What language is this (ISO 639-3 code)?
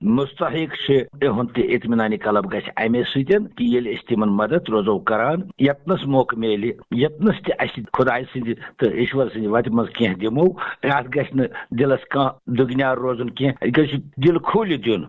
kas